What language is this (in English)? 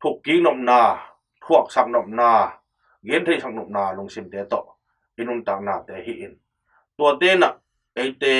Tedim Chin